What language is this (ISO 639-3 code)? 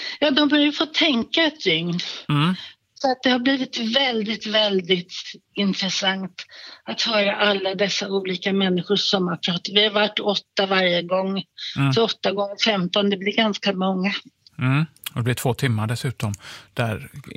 swe